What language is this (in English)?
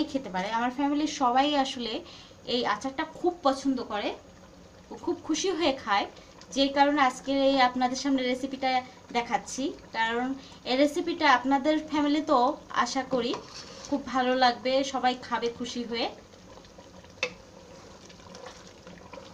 Bangla